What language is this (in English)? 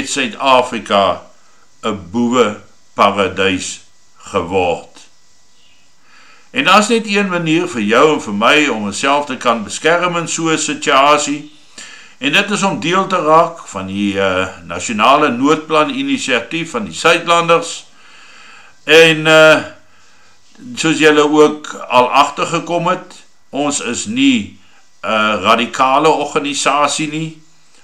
Afrikaans